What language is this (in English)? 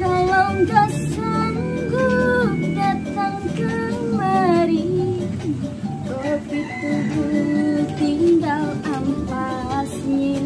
Betawi